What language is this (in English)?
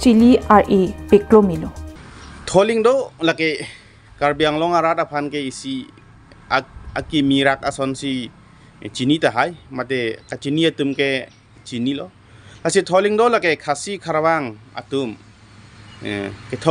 Karbi